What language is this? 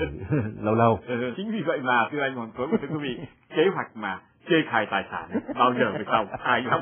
Vietnamese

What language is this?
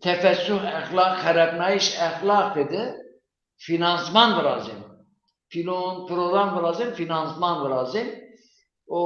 Zaza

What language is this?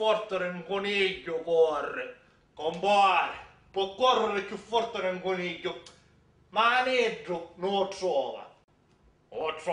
Sicilian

